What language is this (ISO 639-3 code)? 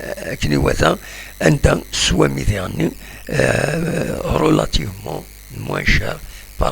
kab